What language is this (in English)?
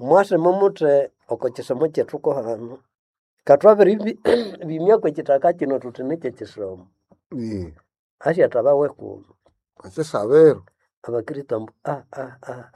Nande